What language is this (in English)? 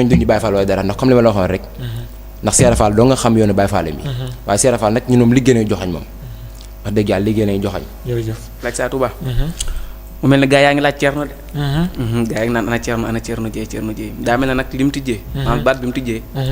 Wolof